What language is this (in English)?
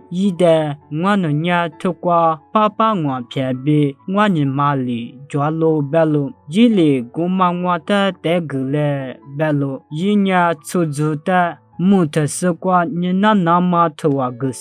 Lisu